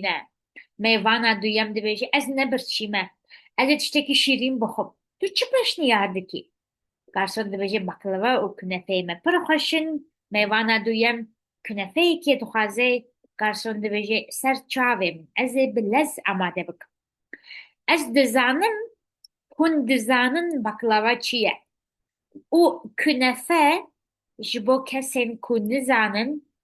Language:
Kurdish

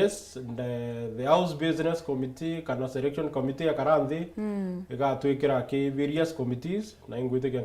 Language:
Meru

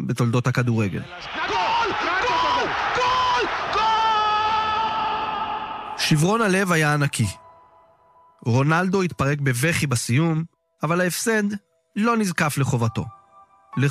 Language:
Hebrew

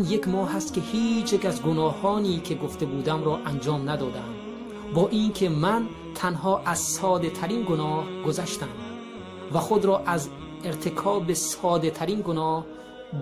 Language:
Tajik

